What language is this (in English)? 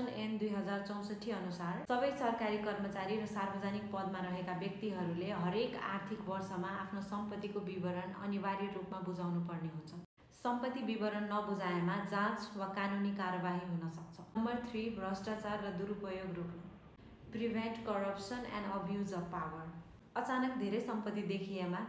Nepali